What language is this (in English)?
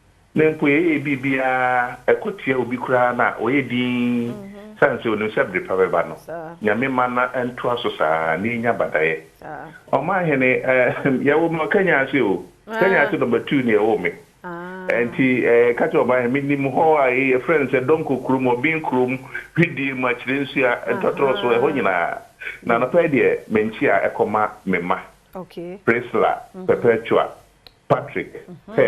Akan